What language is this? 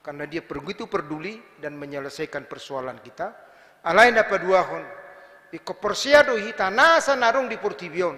Batak Toba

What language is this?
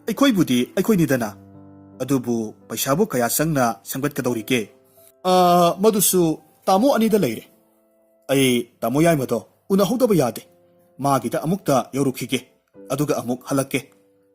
Manipuri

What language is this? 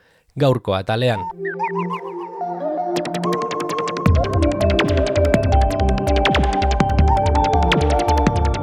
Basque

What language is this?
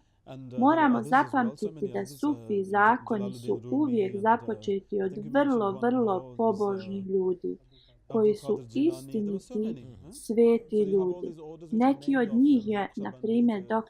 Bosnian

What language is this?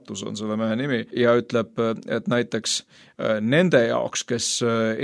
Estonian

